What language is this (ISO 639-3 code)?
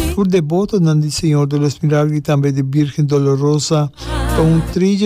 pap